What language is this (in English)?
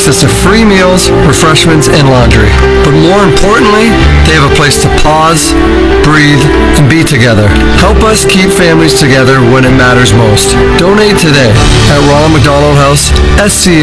English